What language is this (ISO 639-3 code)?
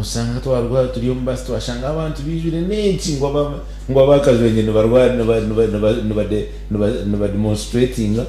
nyn